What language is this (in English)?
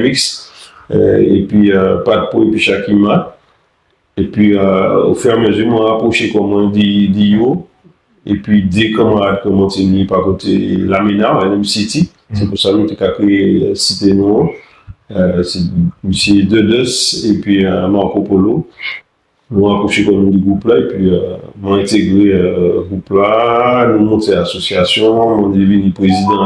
Guadeloupean Creole French